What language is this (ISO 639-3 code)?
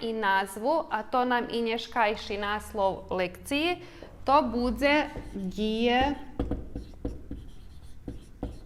rue